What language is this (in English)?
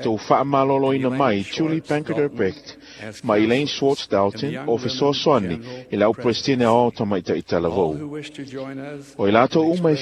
Samoan